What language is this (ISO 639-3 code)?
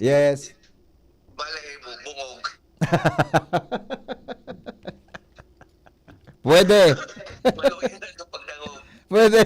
bik